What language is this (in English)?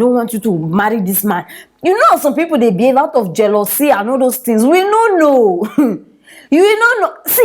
Nigerian Pidgin